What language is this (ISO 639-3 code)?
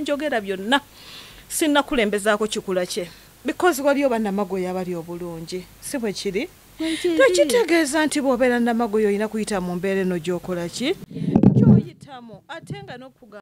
lug